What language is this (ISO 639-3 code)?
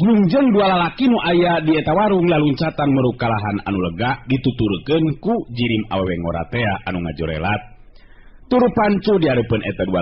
sun